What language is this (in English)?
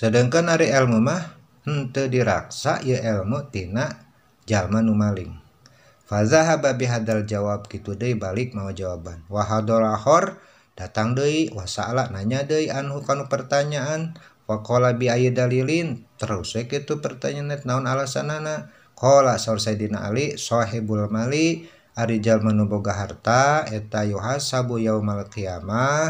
Sundanese